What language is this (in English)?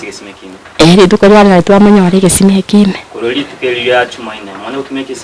Gusii